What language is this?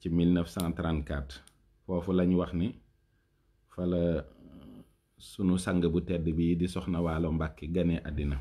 Wolof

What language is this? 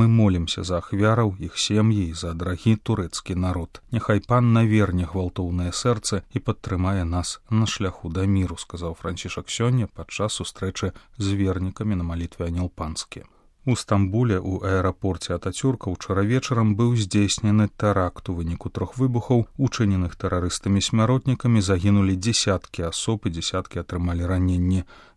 Belarusian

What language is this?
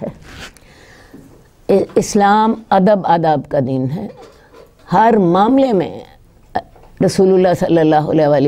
Urdu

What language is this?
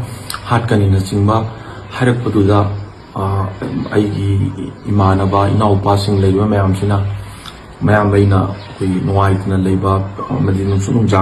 Manipuri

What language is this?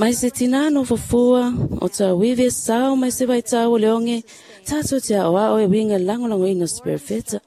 Samoan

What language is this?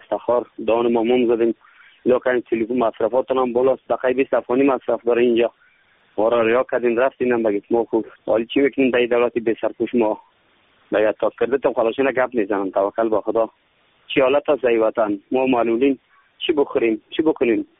Persian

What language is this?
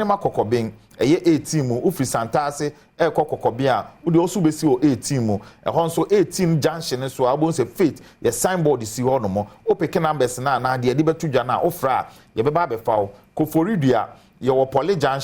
Akan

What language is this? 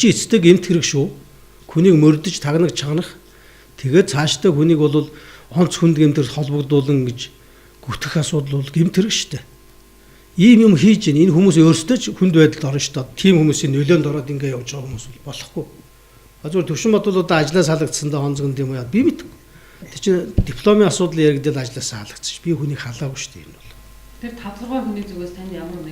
Mongolian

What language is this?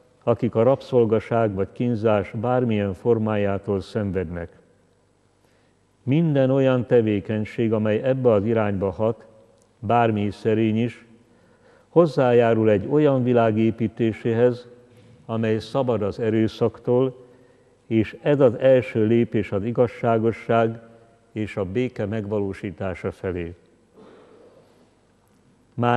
Hungarian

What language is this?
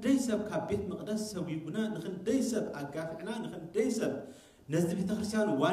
Tigrinya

